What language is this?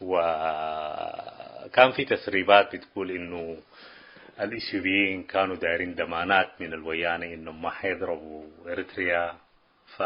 Tigre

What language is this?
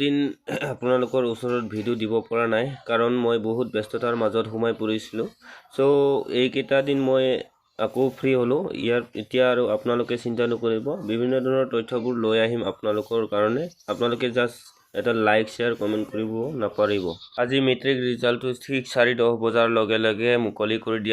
Assamese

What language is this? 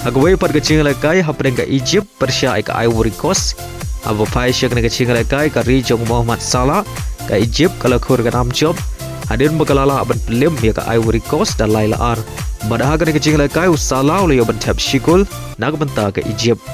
Khasi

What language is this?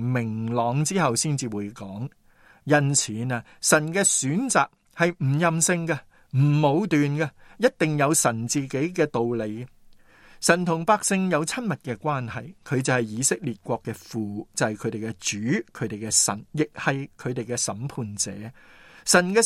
Cantonese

